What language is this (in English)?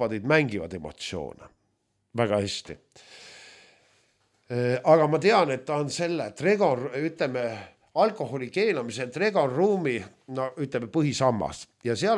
Estonian